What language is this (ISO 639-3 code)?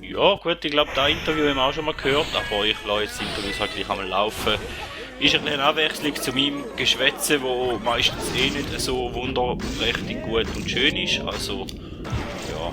gsw